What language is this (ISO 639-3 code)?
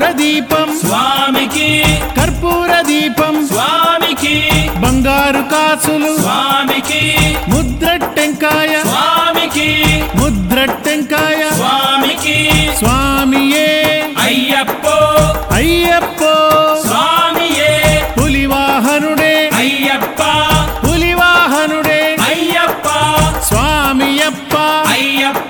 tel